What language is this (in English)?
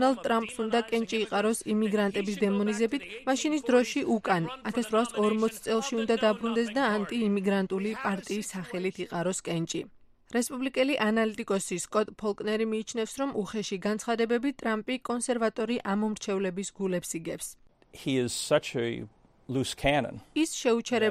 Georgian